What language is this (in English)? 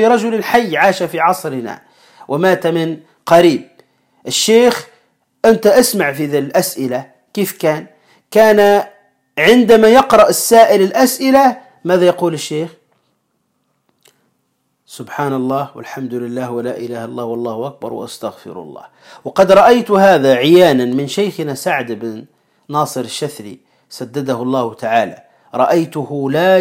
Arabic